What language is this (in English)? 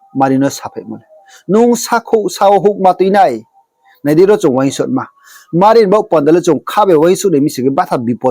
Riang (India)